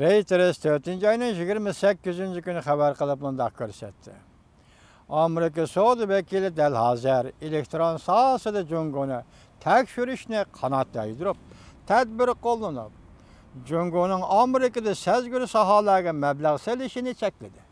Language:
Uyghur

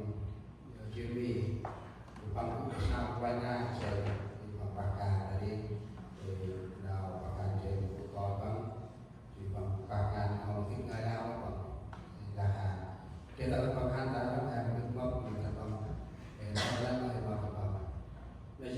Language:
Central Mnong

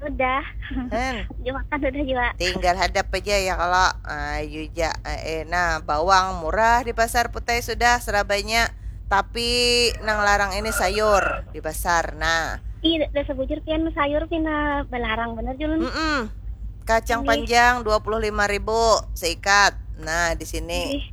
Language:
Banjar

